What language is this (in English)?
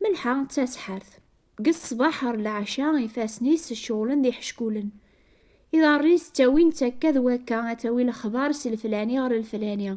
Kabyle